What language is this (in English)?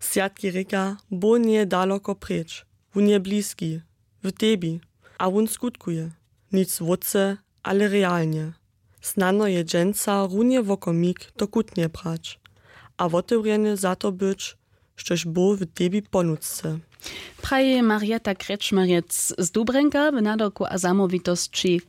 Upper Sorbian